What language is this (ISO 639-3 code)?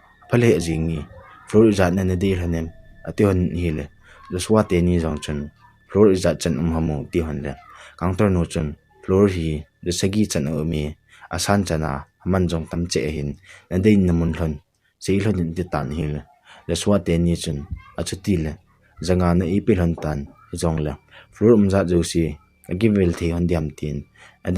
tcz